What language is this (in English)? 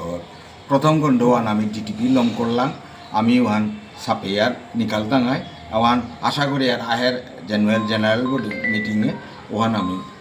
Bishnupriya